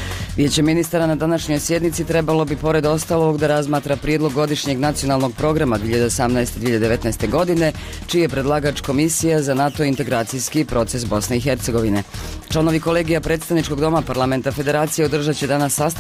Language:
Bosnian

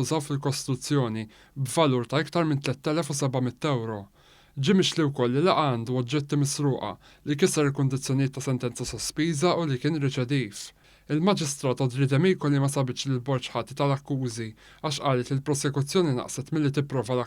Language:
Maltese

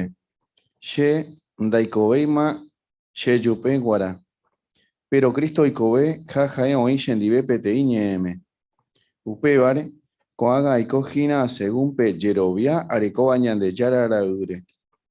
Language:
Guarani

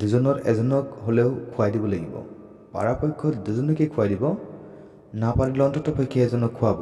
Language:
Assamese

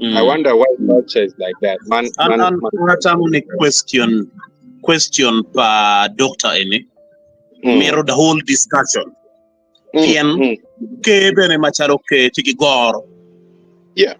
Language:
Acoli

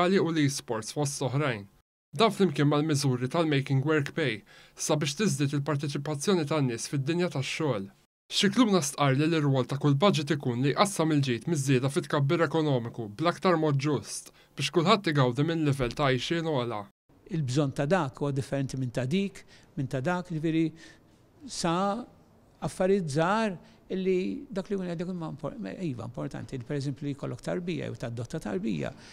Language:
Maltese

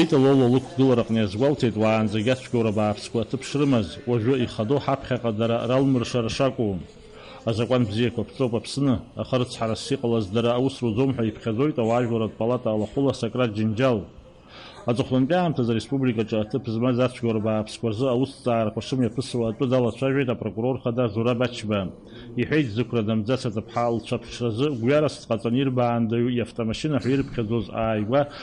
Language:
Abkhazian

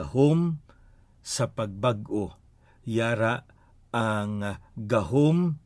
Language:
Hiligaynon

